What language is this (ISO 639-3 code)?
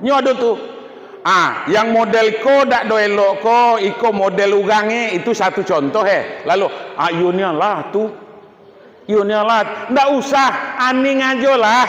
min